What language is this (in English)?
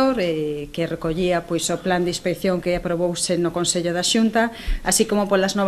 Galician